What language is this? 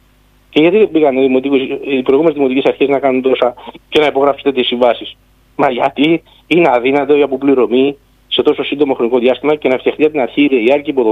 Greek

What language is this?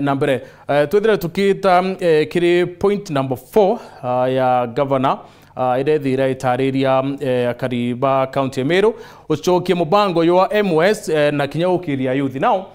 Meru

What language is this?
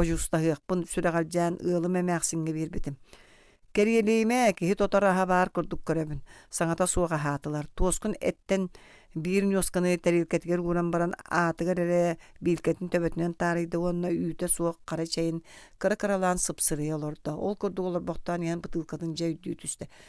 Yakut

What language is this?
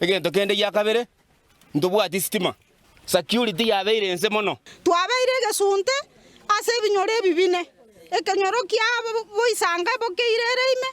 Gusii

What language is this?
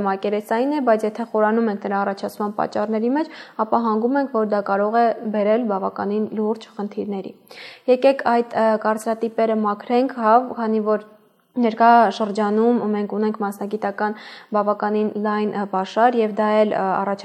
Armenian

